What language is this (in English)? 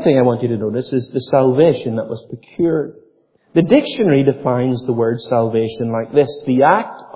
English